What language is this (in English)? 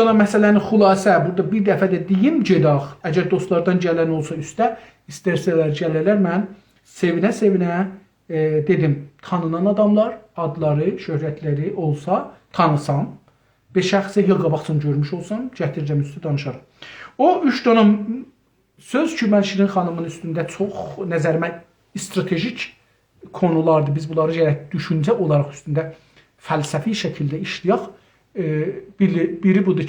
South Azerbaijani